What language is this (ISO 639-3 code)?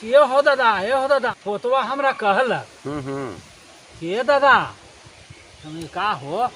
mag